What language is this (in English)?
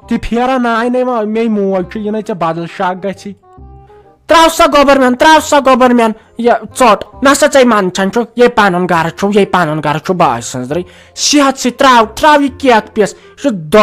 Kashmiri